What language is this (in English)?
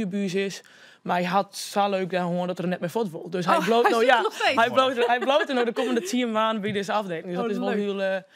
Western Frisian